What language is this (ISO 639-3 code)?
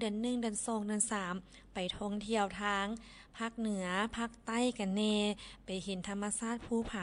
lao